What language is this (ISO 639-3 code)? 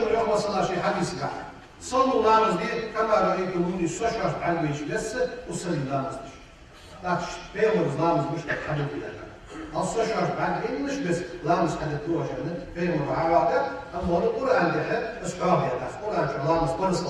inh